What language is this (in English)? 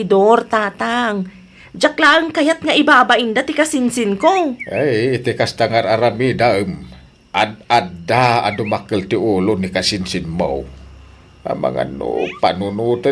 Iloko